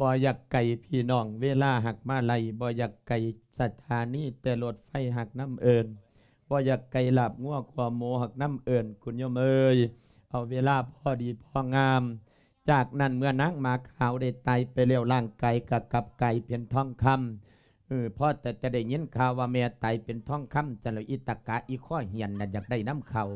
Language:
Lao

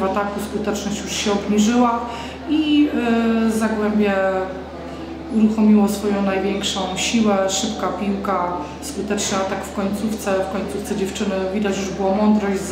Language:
Polish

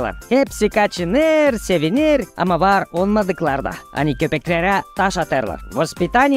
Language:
Gagauz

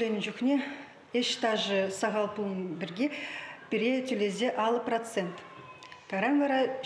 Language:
Chuvash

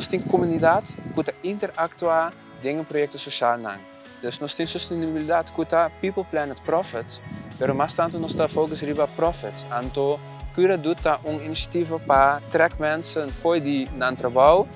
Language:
Papiamento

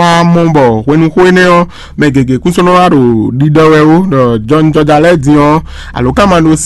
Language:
Fon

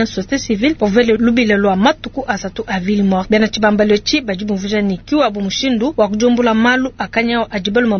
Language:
Luba-Lulua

